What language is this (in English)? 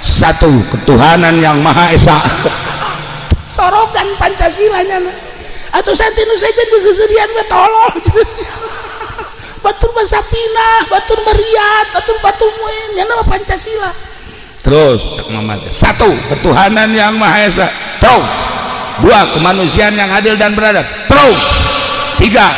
Sundanese